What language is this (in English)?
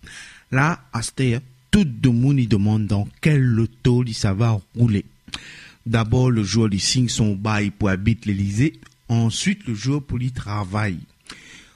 Réunion Creole French